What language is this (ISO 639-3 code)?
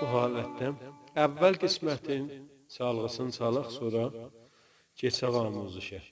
azb